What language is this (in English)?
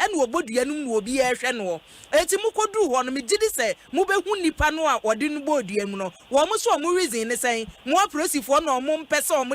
Akan